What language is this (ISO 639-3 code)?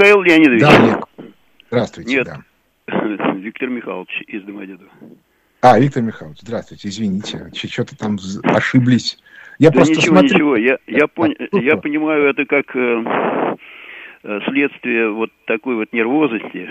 rus